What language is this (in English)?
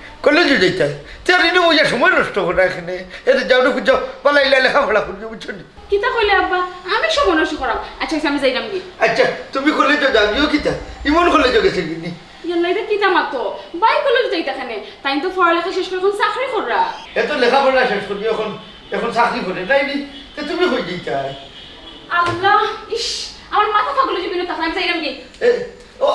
Sylheti